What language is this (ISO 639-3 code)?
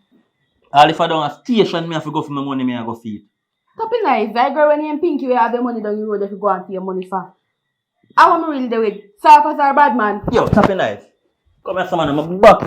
jam